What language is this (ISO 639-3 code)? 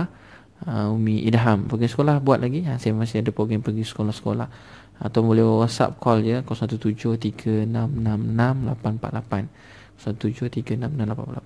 msa